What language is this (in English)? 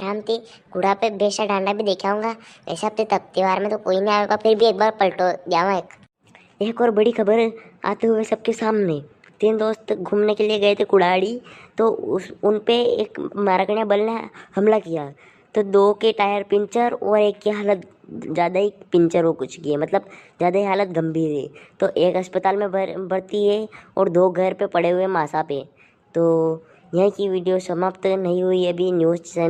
Rajasthani